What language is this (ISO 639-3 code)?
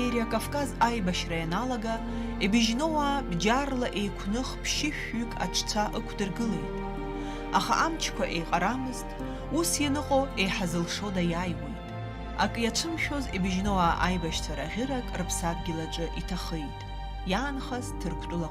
abk